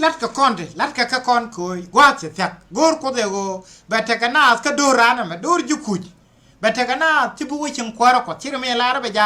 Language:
Nuer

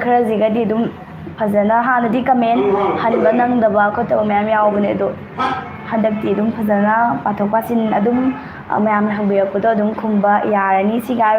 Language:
Manipuri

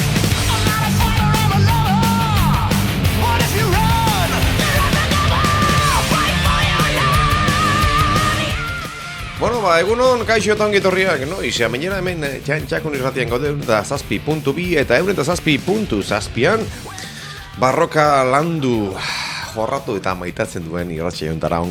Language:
Basque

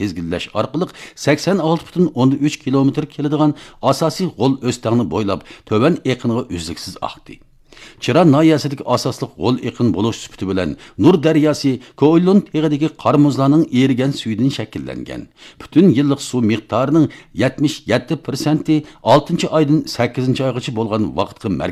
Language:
Uyghur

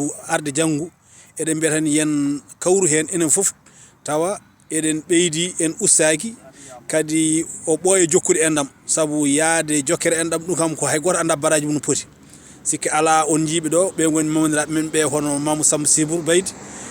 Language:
Fula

